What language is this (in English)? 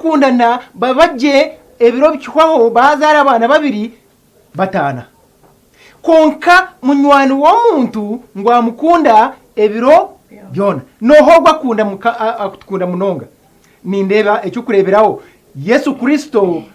Nyankole